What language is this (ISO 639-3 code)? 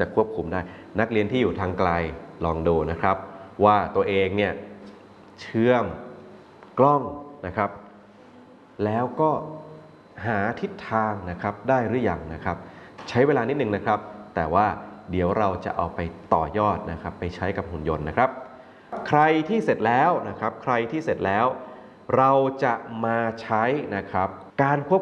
tha